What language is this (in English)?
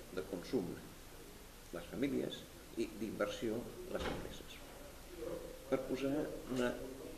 Catalan